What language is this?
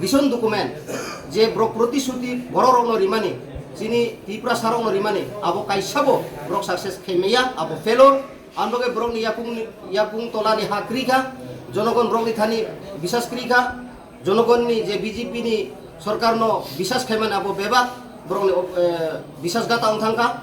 Kok Borok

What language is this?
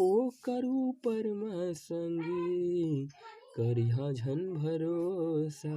Chhattisgarhi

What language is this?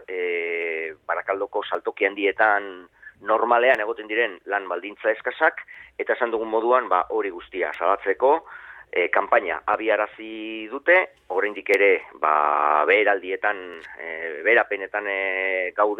Basque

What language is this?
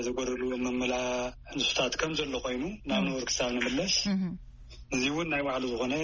Tigrinya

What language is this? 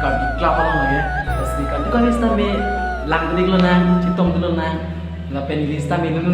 Karbi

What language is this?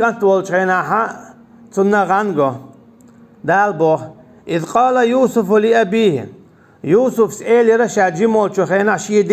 Chechen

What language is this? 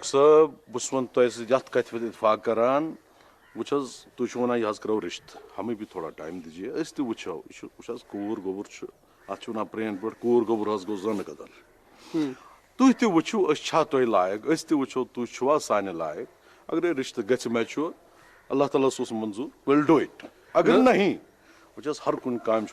Kashmiri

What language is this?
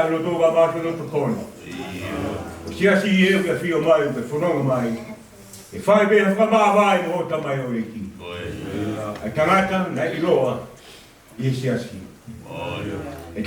Tongan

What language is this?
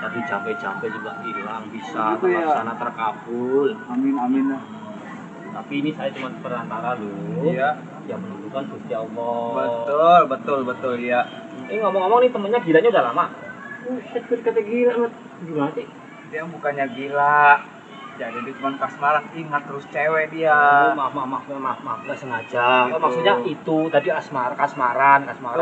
Betawi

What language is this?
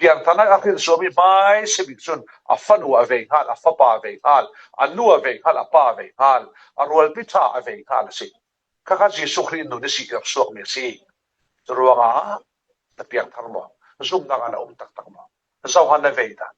Falam Chin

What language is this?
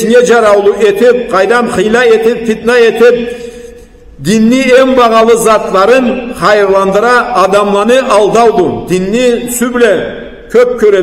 Karachay-Balkar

